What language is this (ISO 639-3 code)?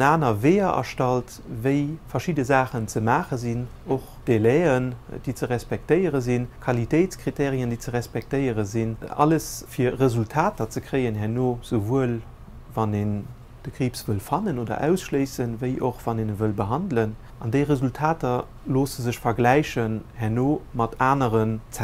ltz